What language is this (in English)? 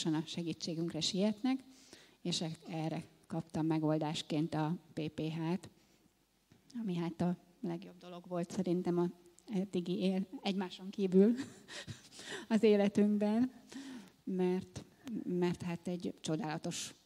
Hungarian